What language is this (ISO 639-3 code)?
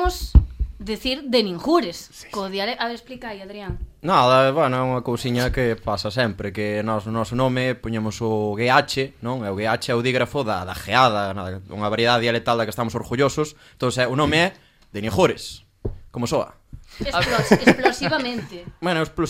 glg